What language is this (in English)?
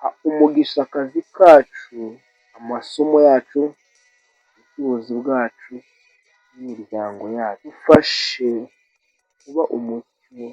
Kinyarwanda